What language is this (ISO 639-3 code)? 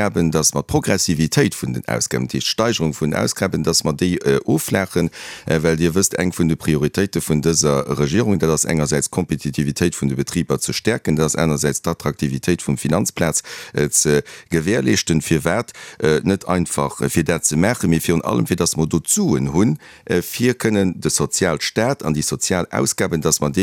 ltz